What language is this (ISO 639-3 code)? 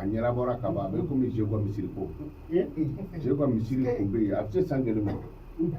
bam